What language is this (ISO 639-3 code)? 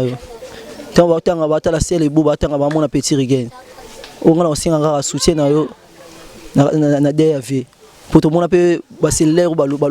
lin